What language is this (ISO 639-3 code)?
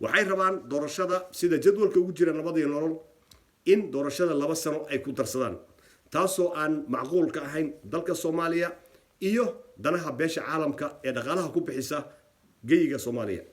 som